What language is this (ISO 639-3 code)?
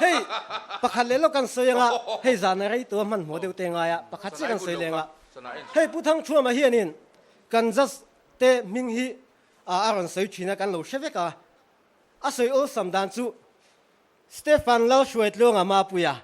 lus